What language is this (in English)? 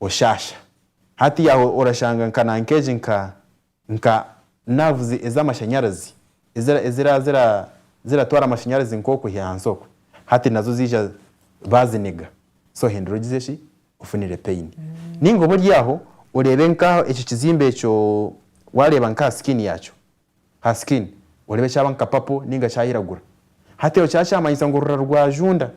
Nyankole